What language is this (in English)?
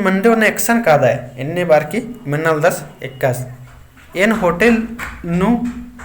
Kurukh